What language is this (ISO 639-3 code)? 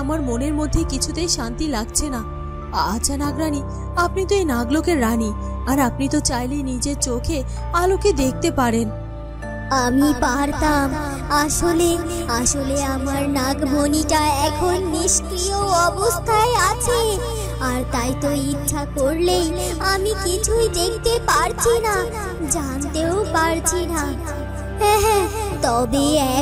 ben